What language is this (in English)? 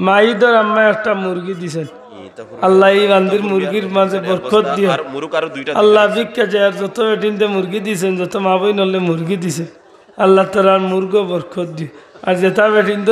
Sylheti